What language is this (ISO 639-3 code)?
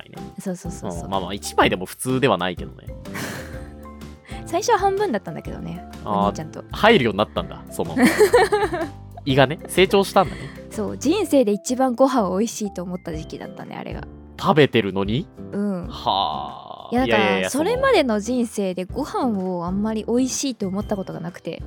jpn